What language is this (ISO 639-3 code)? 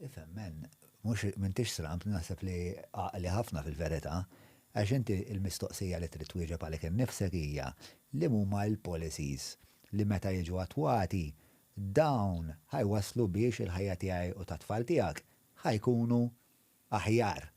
mlt